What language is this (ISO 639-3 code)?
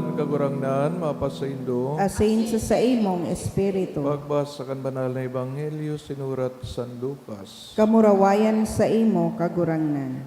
bik